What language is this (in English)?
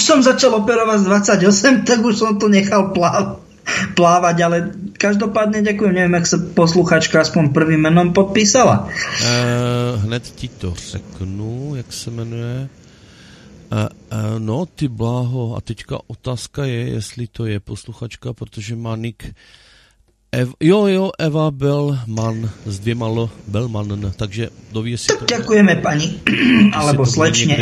Slovak